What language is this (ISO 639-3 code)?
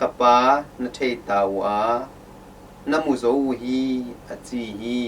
ctd